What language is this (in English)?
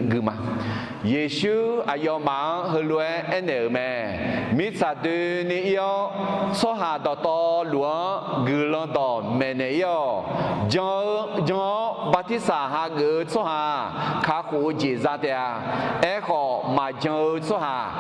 Akha